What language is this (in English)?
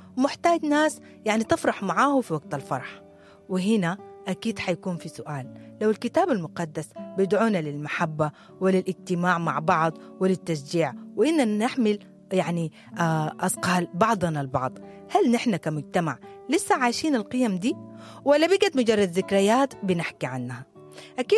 Sudanese Arabic